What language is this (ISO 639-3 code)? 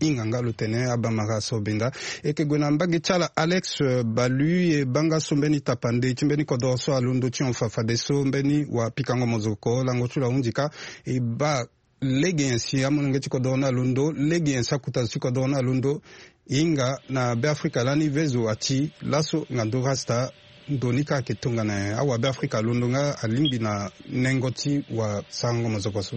sag